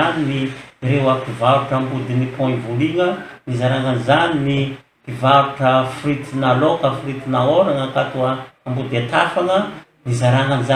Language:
Malagasy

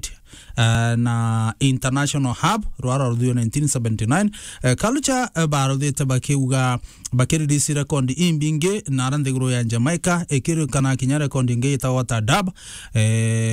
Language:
Meru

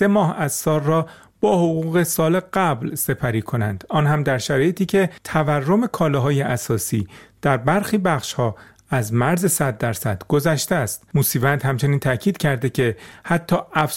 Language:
Persian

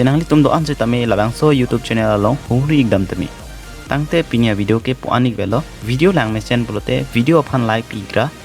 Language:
Karbi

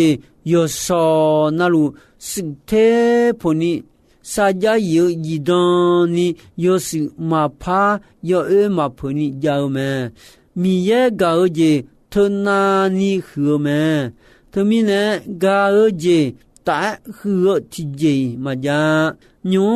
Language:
Akha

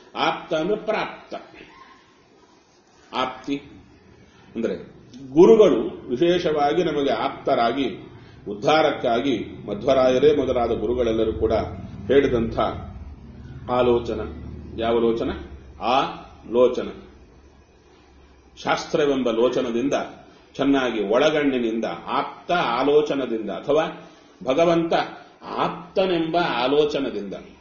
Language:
Kannada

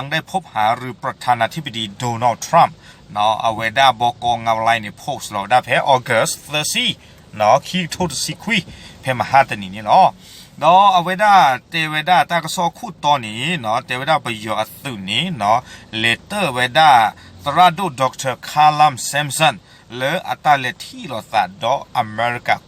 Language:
S'gaw Karen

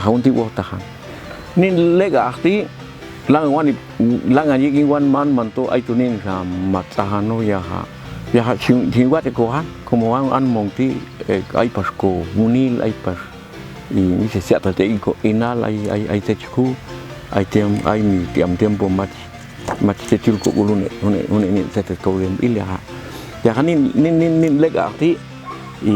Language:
Popti'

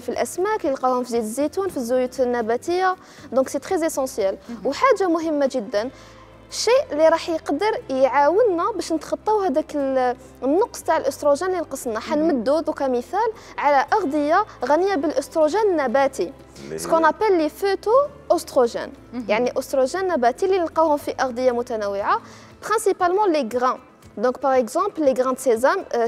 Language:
Algerian Arabic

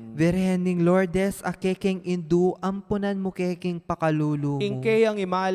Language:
Pampanga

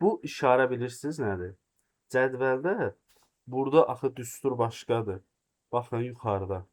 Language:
Azerbaijani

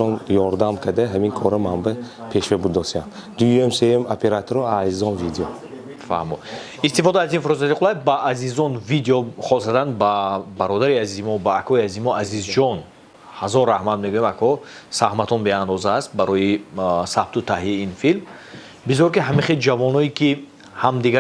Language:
Tajik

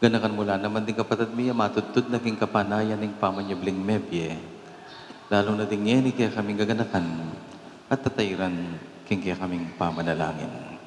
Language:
Pampanga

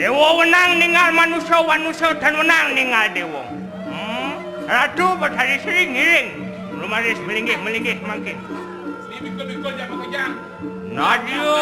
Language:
Balinese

